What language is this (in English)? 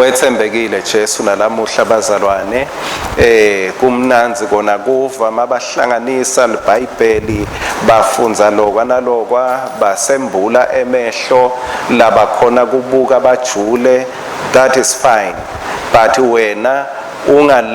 Swati